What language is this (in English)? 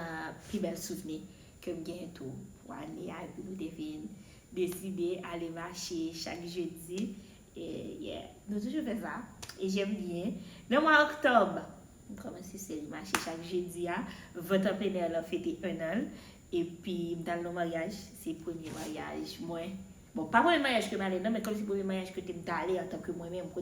Haitian Creole